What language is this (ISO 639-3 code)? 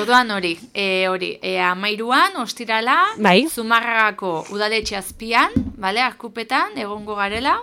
eus